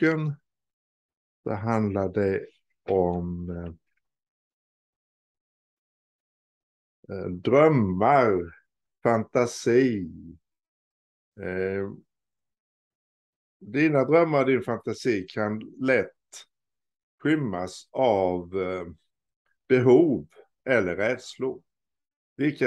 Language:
Swedish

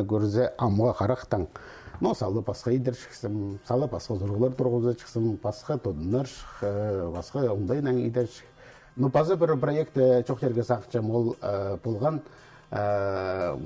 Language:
Khakas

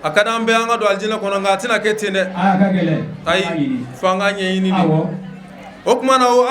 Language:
Bambara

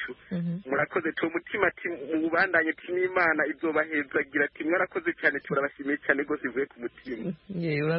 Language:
Kinyarwanda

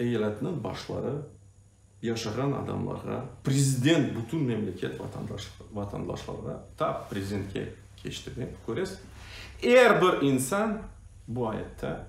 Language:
Crimean Tatar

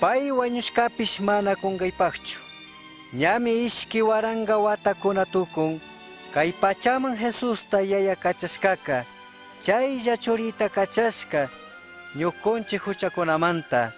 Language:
Chimborazo Highland Quichua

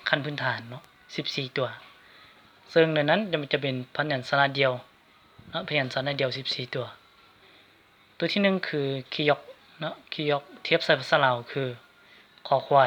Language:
Lao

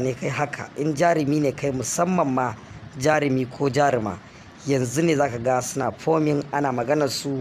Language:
Hausa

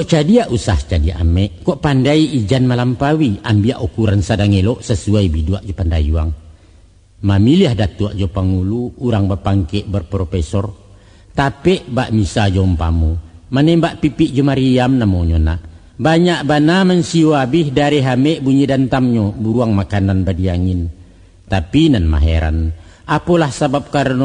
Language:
Minangkabau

